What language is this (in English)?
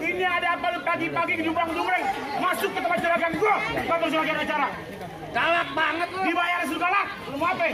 Betawi